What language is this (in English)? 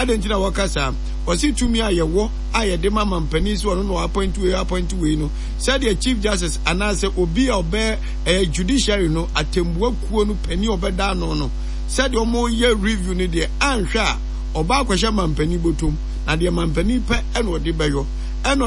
Akan